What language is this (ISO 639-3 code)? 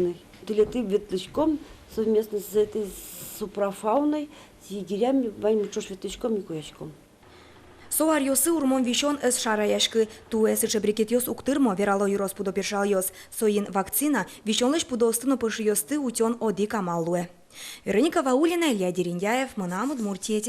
udm